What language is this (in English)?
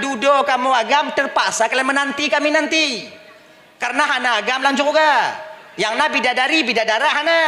Achinese